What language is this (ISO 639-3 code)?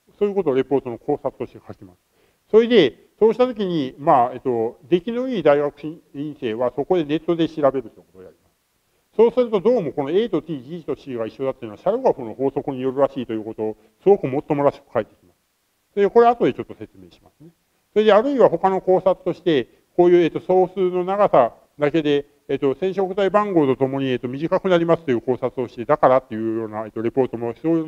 jpn